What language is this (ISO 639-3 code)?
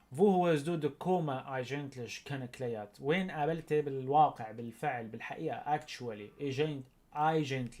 apc